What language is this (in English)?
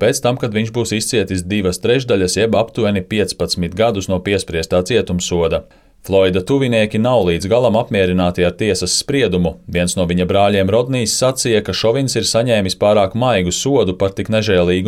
Latvian